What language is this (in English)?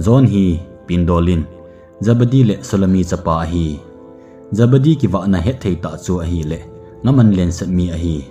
Thado Chin